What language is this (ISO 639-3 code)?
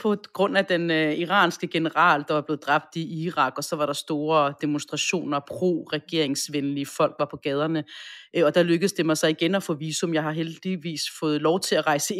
dan